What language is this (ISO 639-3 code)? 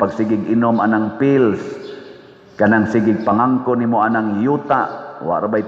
ceb